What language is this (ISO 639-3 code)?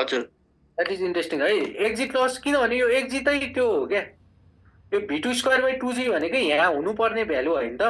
nep